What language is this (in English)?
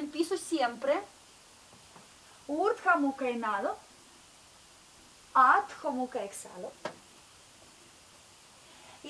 Spanish